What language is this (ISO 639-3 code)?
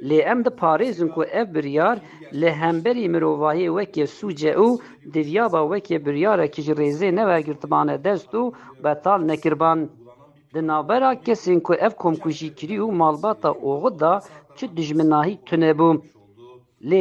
kur